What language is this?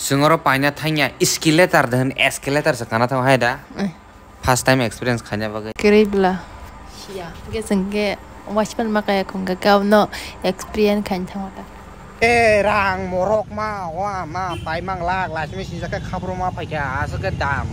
Kok Borok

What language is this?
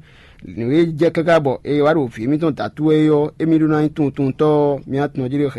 Fon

